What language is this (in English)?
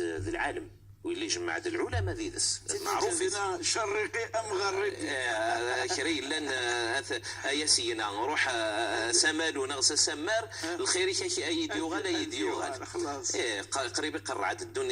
Moroccan Arabic